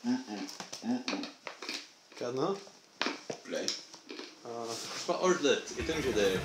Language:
Faroese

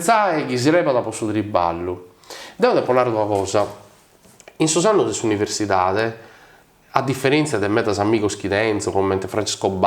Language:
Sardinian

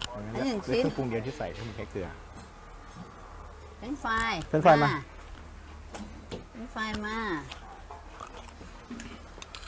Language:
Thai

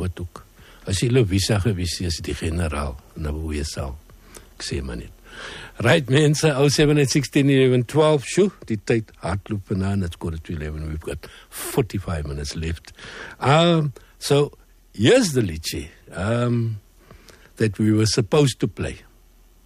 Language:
Afrikaans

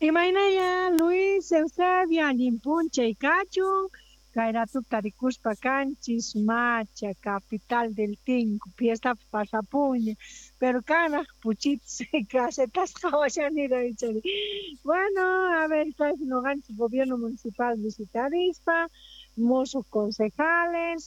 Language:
Quechua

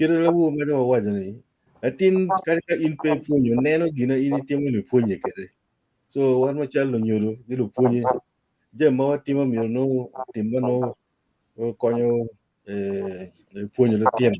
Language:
Acoli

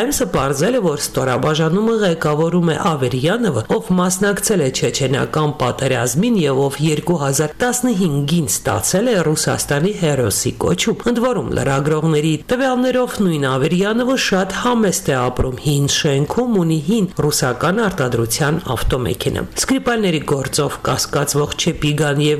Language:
Armenian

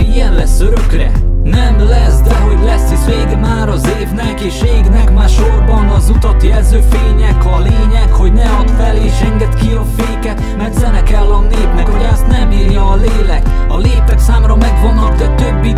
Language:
Hungarian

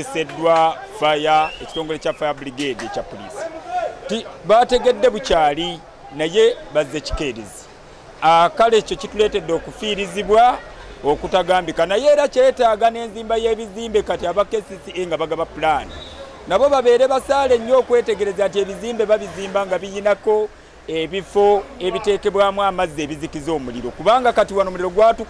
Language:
Ganda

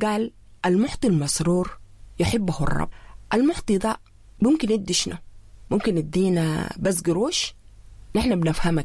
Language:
Sudanese Arabic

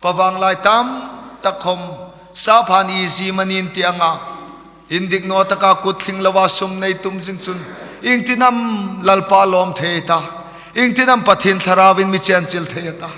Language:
Hmar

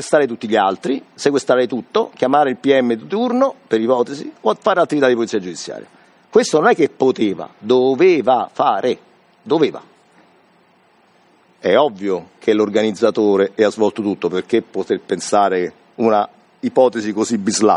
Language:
Italian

